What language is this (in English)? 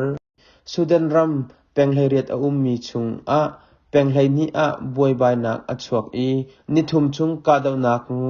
Hakha Chin